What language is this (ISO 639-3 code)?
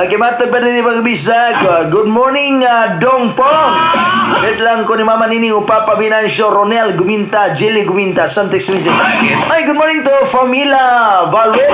ceb